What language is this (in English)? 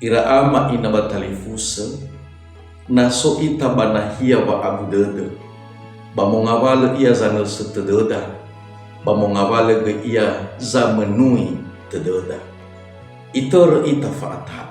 Nias